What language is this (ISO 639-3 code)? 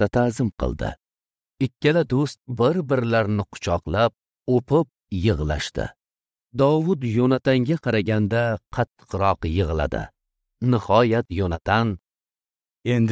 uzb